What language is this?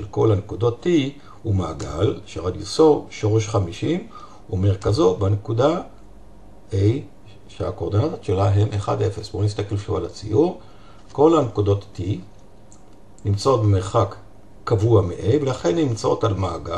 Hebrew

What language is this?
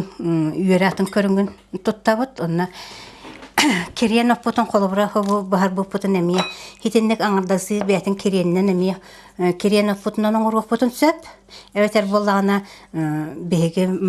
Yakut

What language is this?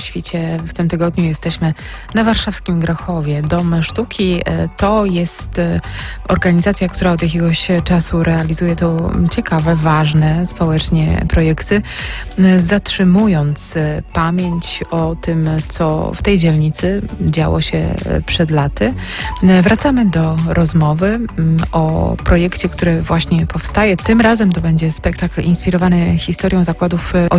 Polish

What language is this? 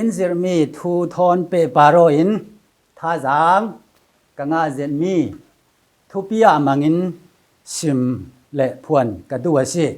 Falam Chin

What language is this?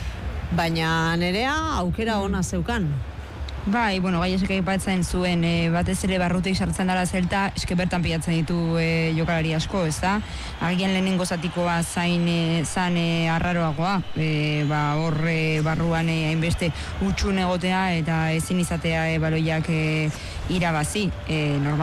Basque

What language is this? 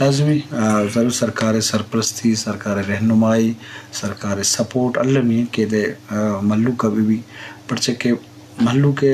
Eastern Balochi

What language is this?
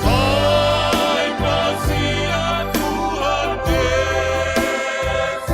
Batak Simalungun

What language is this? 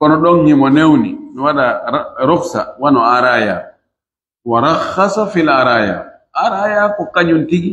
Pular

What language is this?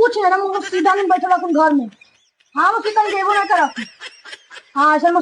Magahi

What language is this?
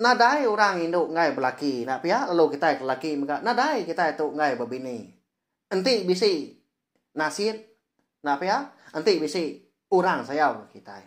Iban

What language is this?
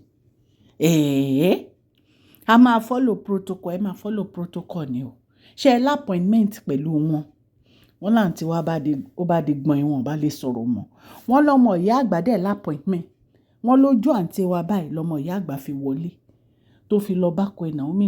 Yoruba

